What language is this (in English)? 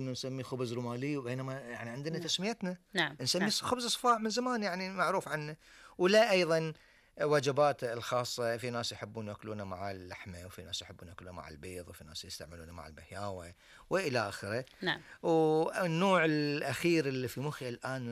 Gulf Arabic